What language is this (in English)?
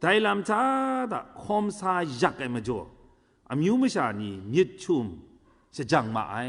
Kachin